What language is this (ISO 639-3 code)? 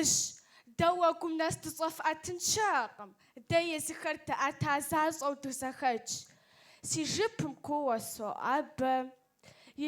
kbd